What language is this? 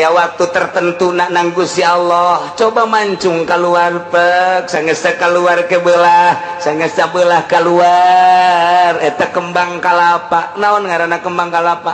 Sundanese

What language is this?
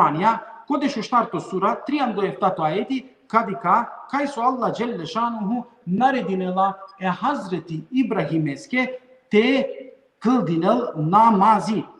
Balkan Romani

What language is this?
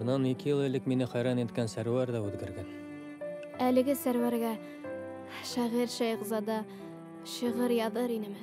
Bashkir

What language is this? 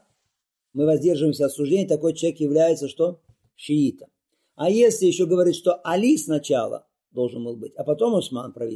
Russian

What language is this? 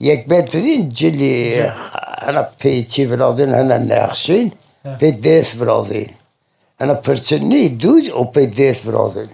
Zaza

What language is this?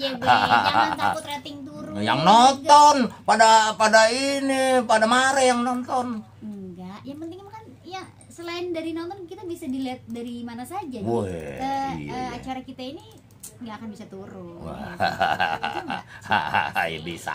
Betawi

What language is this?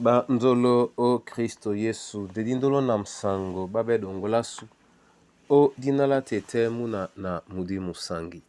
Duala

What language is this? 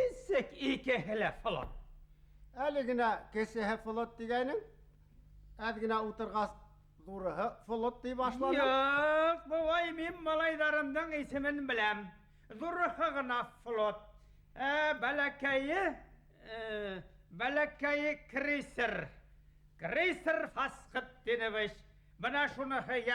Bashkir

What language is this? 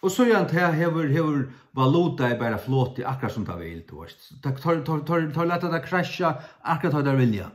Faroese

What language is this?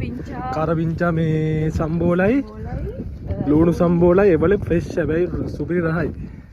Sinhala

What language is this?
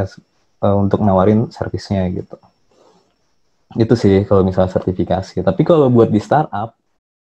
Indonesian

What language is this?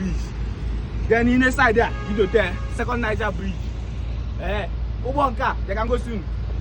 Igbo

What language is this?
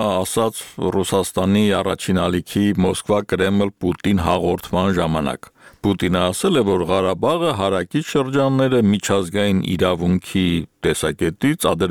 Armenian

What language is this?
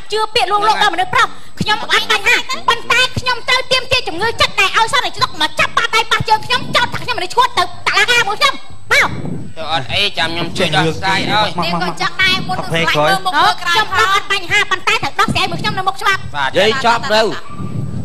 Khmer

